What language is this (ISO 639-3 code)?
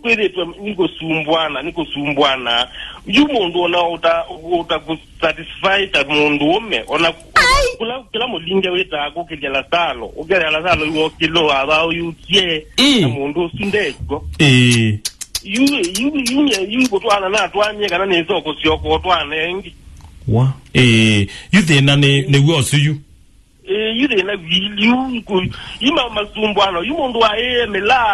kam